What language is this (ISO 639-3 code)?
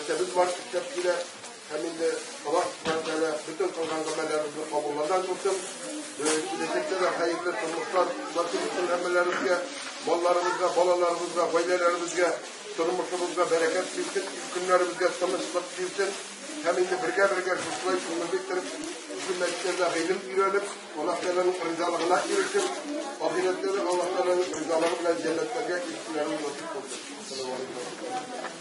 tat